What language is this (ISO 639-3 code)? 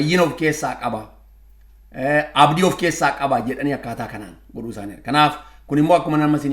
orm